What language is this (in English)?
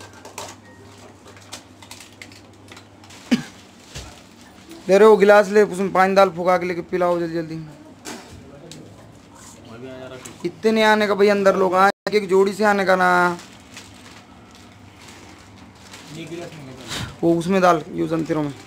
Hindi